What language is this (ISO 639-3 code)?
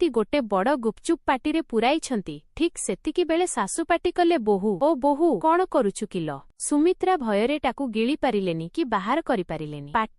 ori